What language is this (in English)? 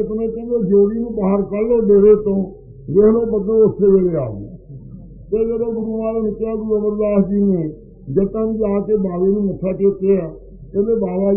Punjabi